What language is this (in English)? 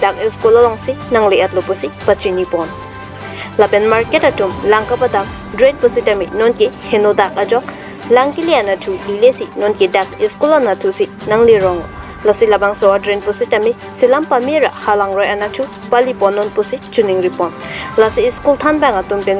Karbi